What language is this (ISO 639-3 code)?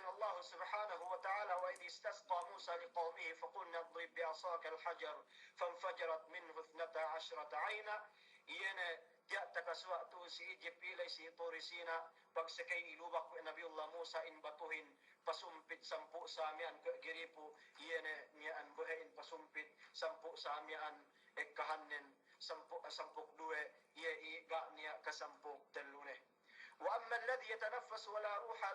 yka